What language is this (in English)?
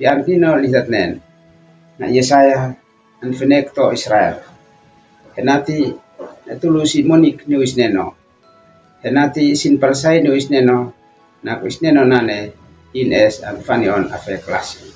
Uab Meto